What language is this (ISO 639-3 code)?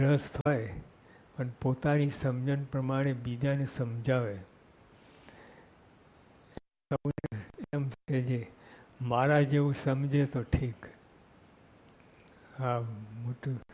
guj